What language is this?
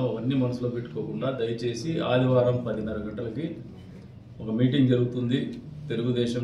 Telugu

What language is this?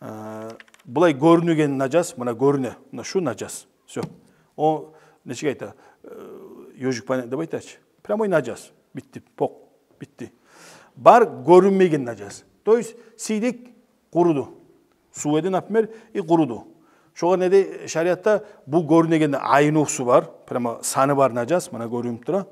Kumyk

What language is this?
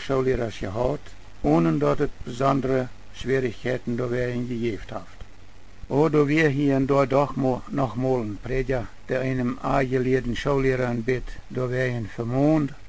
Plautdietsch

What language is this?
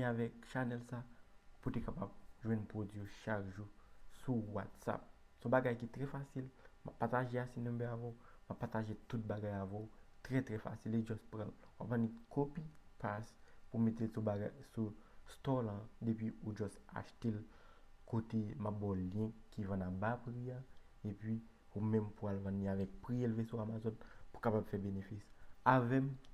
Haitian Creole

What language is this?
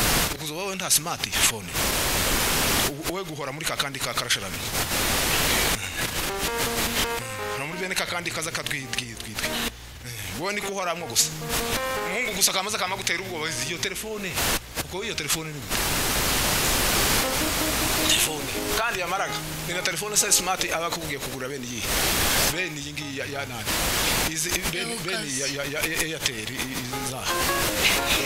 Kinyarwanda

